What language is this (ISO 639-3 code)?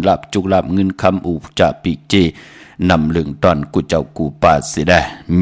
shn